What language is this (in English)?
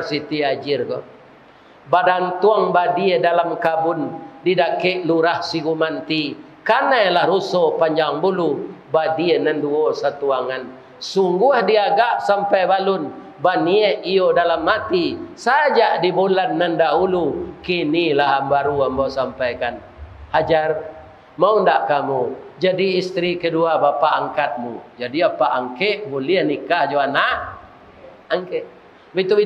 Minangkabau